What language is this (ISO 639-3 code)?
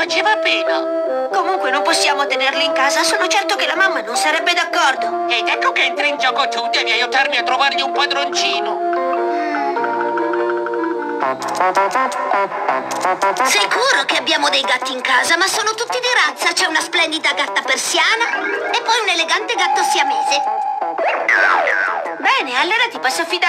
ita